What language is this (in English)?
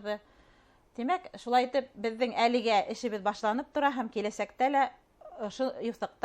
Bashkir